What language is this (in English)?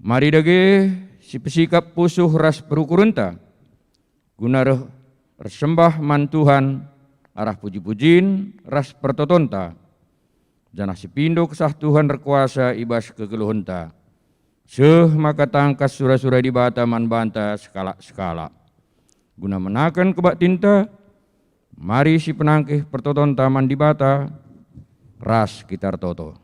Batak Karo